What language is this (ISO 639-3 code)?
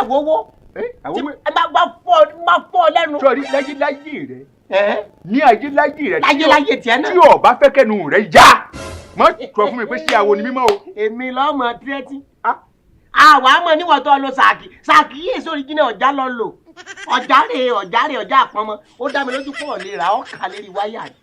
yor